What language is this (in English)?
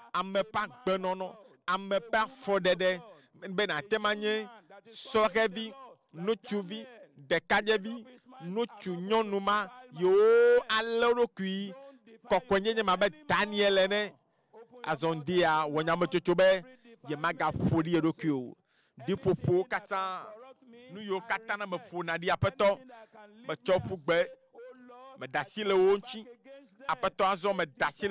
Ewe